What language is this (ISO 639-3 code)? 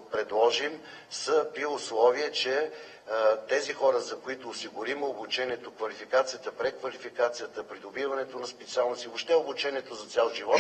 bul